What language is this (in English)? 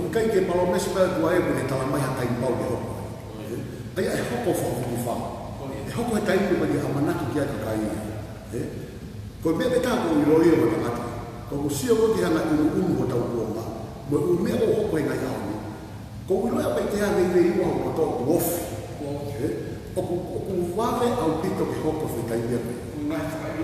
Tongan